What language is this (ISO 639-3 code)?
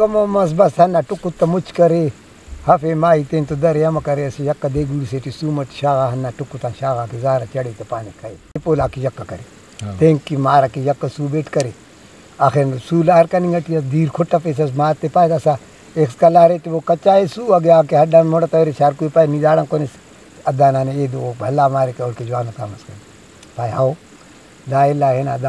brh